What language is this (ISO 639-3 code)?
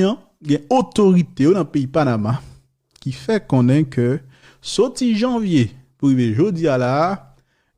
hat